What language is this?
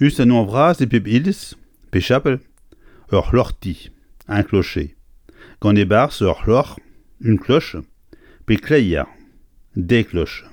Breton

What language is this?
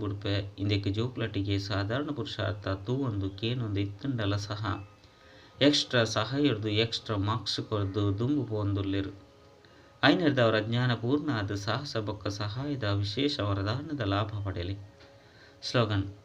Tulu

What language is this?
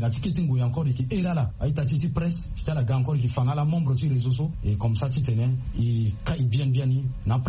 Sango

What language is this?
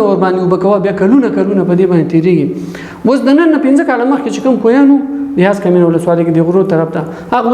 Pashto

